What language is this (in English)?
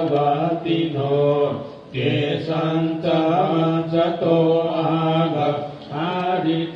Pali